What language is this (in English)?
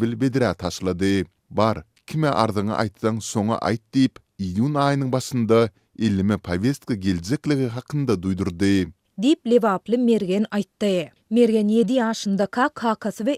Turkmen